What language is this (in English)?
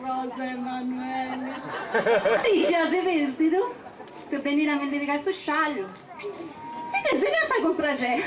Sardinian